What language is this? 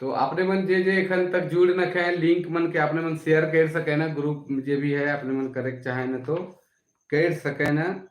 Sadri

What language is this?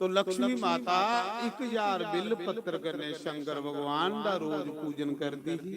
Dogri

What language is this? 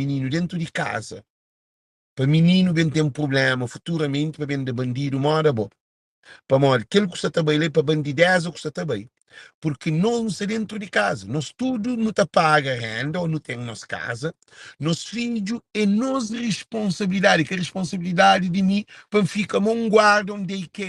Kabuverdianu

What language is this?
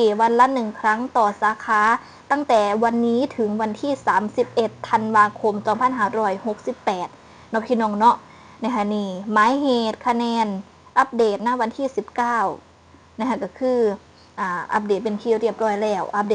Northeastern Thai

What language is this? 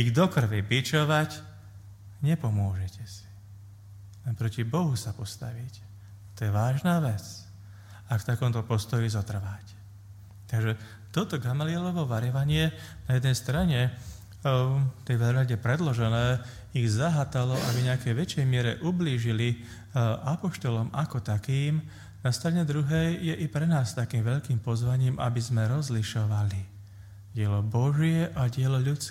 Slovak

